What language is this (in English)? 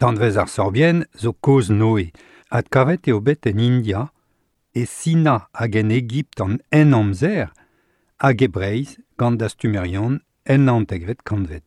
Breton